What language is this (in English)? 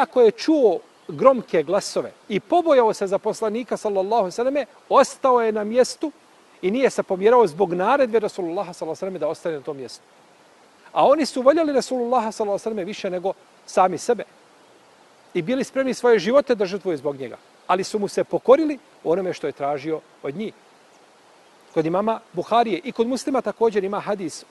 Bosnian